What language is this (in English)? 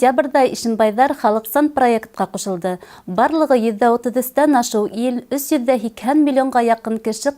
Bashkir